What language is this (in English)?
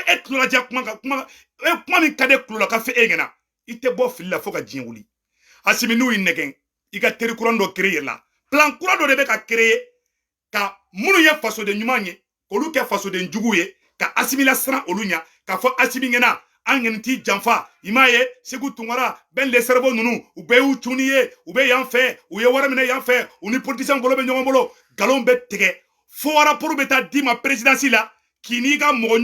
Bambara